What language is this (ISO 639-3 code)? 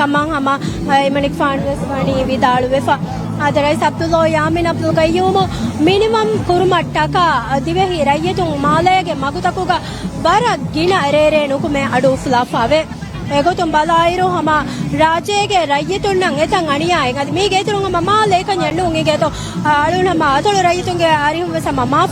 div